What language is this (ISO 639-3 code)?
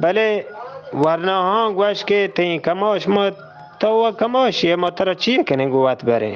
bgp